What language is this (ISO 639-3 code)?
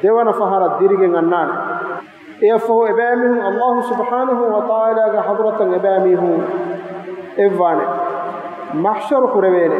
div